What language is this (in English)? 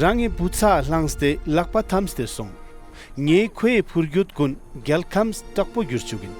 Ladakhi